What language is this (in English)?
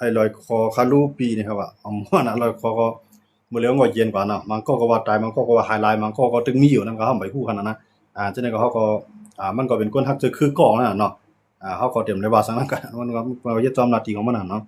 Shan